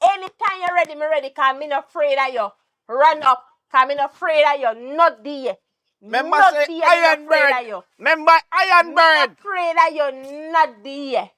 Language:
Jamaican Creole English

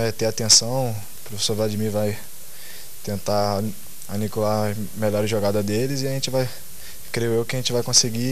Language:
Portuguese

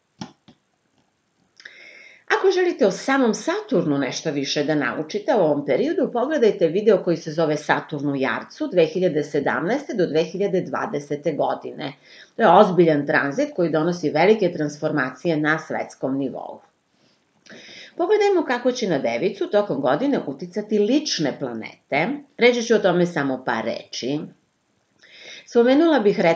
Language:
Serbian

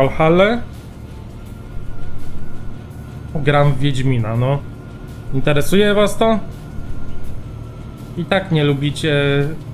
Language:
Polish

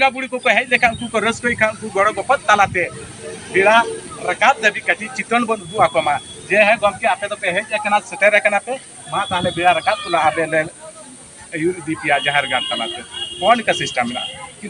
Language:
Santali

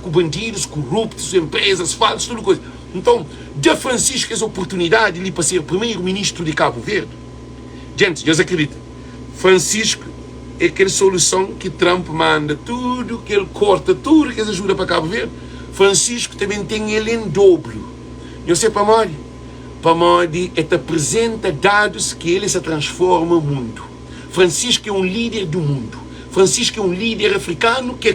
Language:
Kabuverdianu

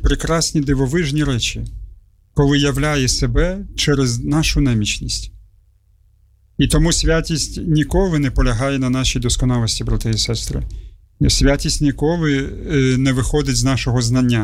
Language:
Ukrainian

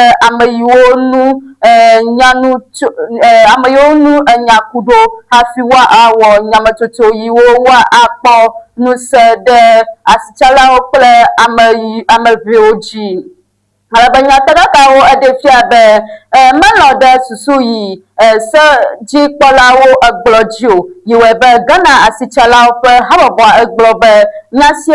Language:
Ewe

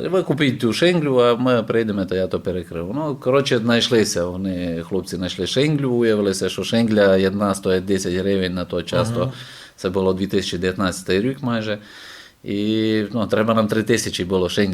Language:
Rusyn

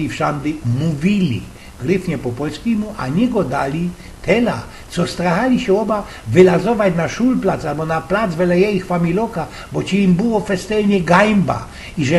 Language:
Silesian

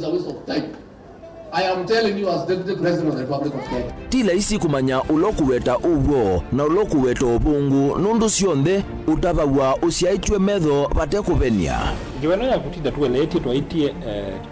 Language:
Kamba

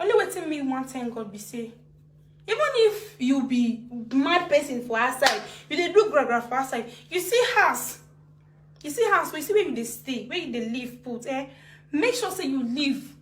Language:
Nigerian Pidgin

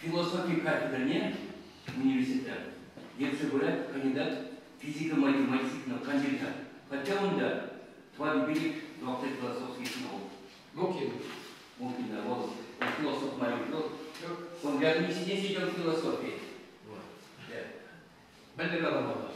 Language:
Chuvash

